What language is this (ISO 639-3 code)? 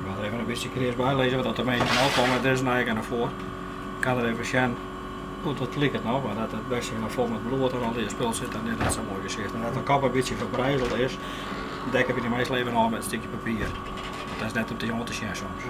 fry